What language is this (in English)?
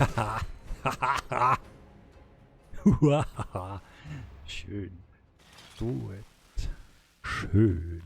Swiss German